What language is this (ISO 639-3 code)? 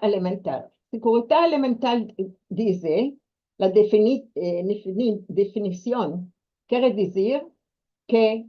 lad